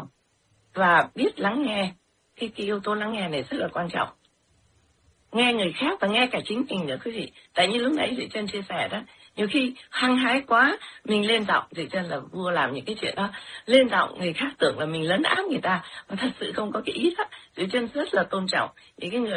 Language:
Vietnamese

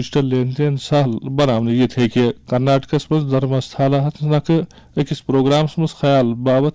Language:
Kashmiri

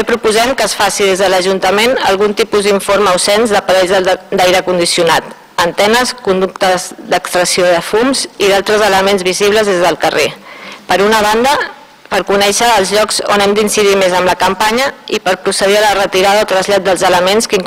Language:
Catalan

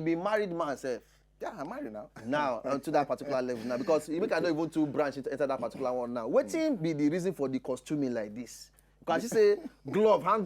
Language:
Nigerian Pidgin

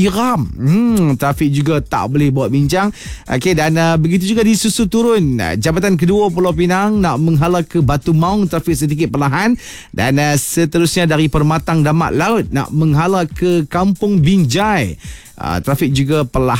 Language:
Malay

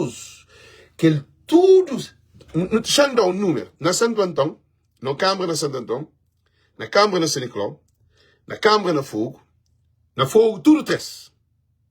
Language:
Kabuverdianu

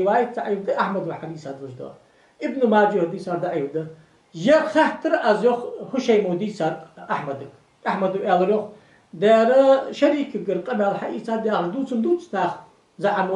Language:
Ingush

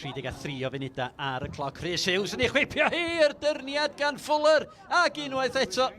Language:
Welsh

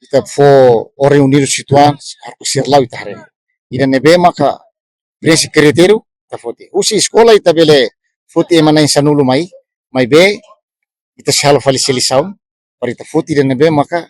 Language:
Tetum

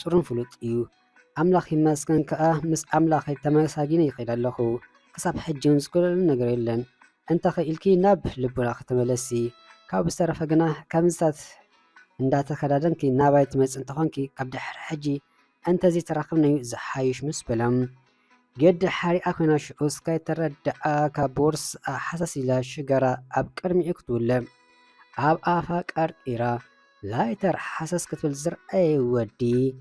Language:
Tigrinya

